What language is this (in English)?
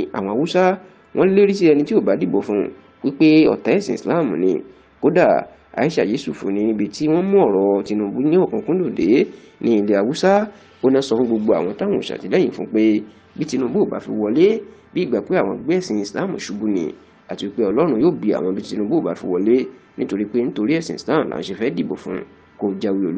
Yoruba